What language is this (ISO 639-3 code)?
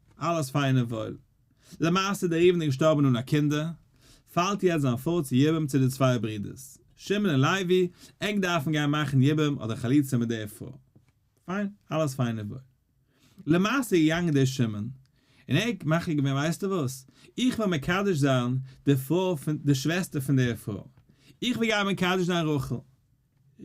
yid